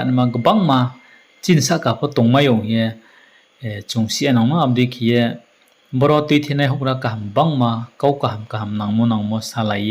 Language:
Riang (India)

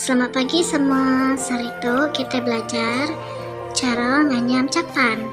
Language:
Iban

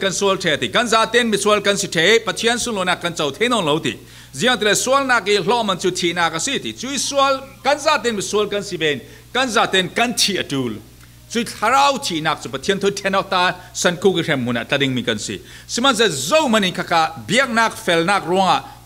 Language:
Falam Chin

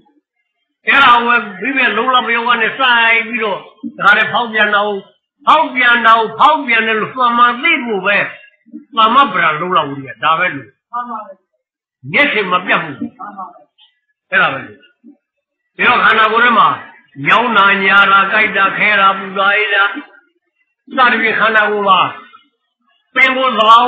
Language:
Burmese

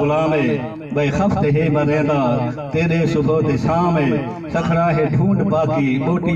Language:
Saraiki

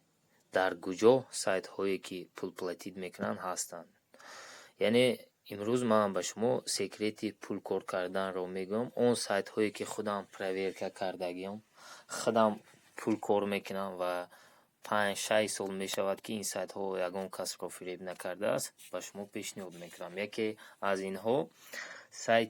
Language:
Tajik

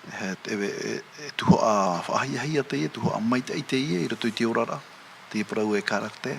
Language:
Tahitian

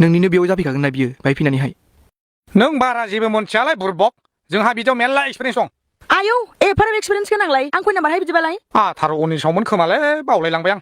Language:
Bodo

